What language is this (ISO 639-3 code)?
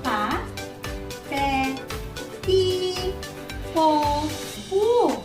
hil